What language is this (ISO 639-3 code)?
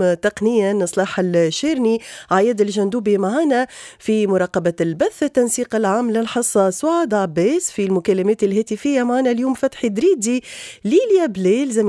aeb